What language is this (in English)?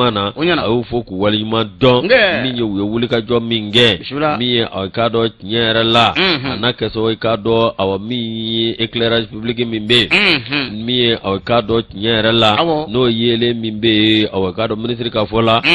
Bambara